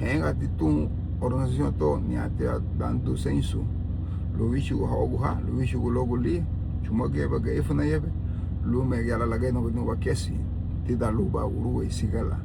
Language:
Garifuna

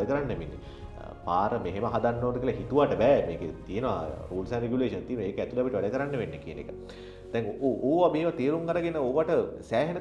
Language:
Sinhala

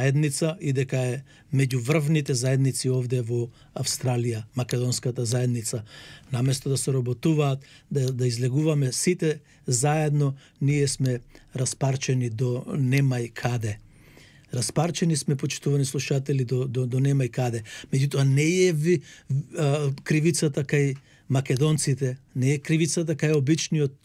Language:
Macedonian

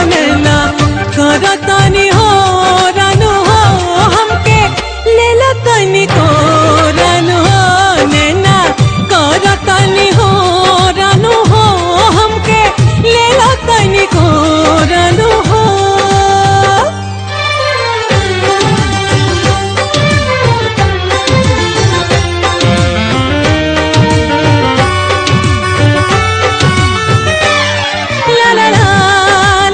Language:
Bhojpuri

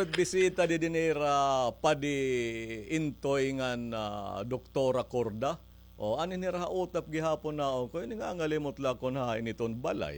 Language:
Waray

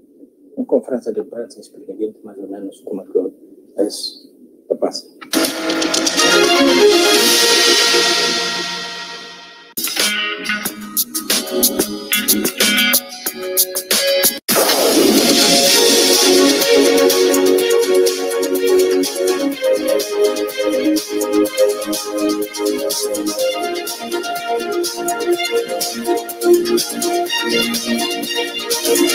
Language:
Portuguese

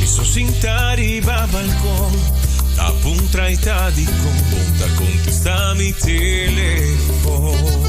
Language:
Papiamento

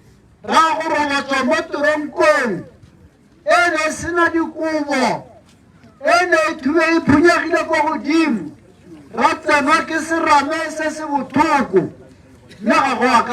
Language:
Tswana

